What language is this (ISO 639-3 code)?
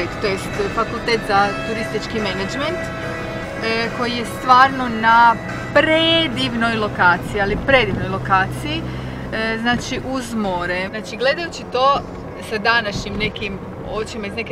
hrv